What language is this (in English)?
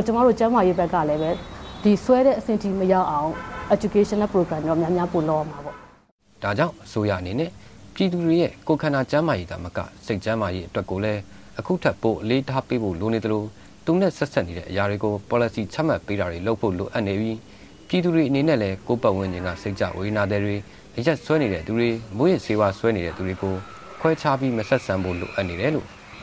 Burmese